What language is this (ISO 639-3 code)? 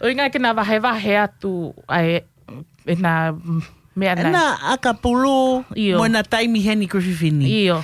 ton